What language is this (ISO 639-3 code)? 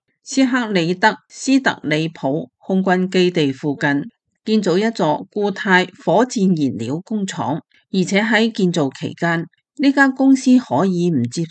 yue